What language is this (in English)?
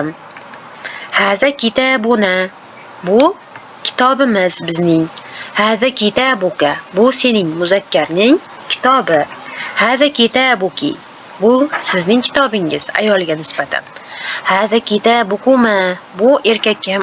Uzbek